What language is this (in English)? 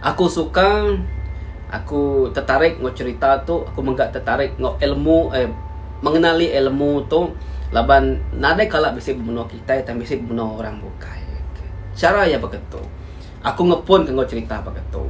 Iban